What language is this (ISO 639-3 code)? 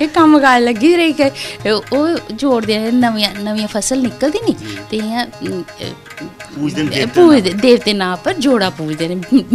doi